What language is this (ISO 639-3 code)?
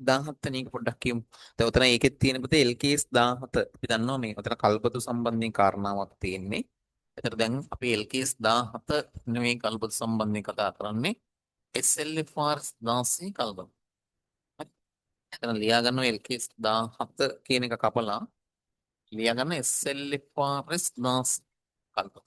sin